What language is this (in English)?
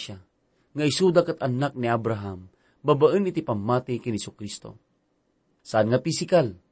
Iloko